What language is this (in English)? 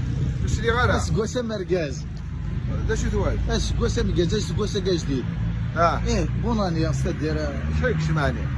Kabyle